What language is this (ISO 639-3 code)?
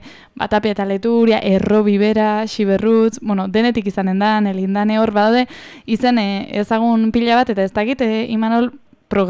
eus